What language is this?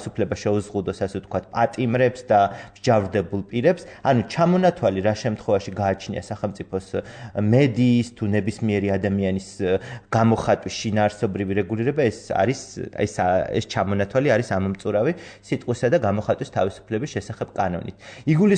Georgian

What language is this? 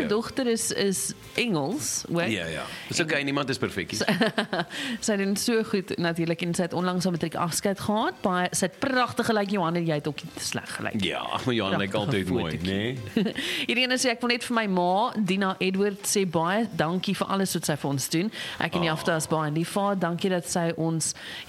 Afrikaans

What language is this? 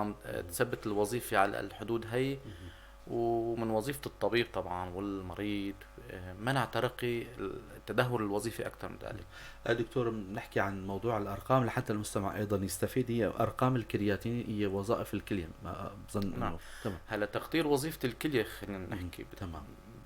North Levantine Arabic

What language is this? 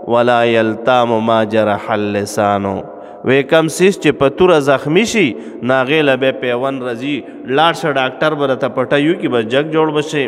Pashto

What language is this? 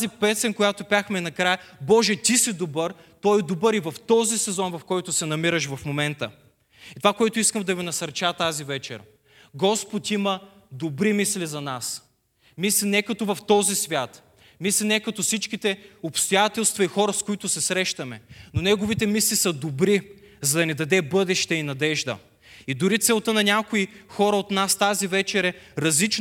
Bulgarian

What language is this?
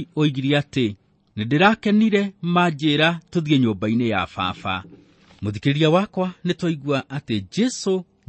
Kikuyu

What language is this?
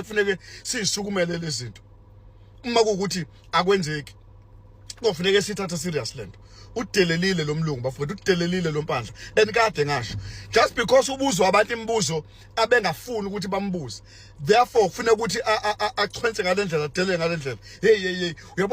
Zulu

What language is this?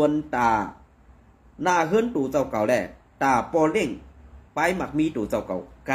Shan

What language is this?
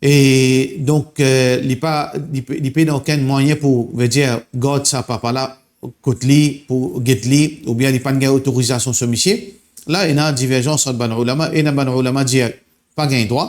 Morisyen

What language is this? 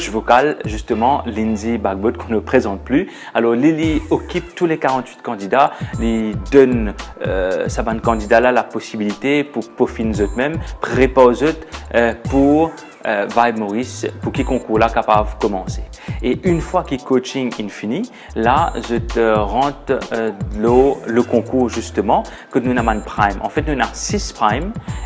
Morisyen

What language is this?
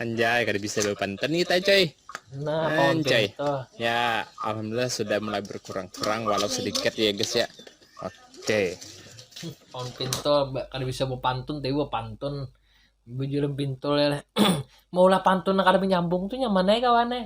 Banjar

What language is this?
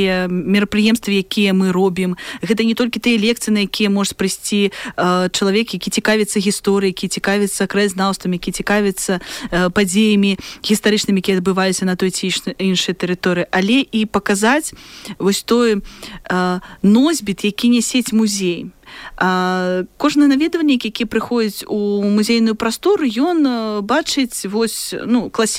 Belarusian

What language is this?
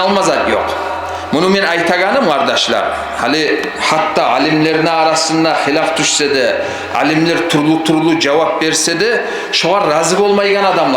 Kumyk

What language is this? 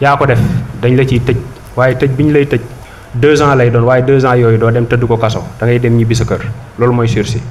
Wolof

